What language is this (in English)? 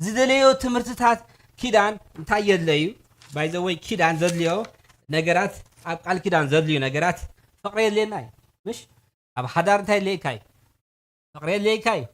Tigrinya